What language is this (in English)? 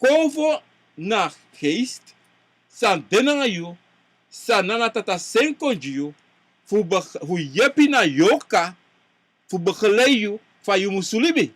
Sranan Tongo